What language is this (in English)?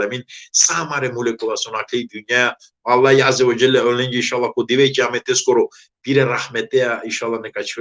Balkan Romani